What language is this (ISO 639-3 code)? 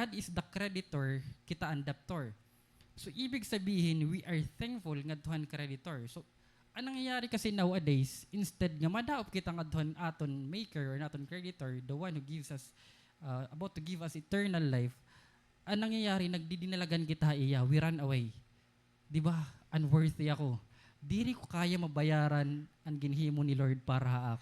war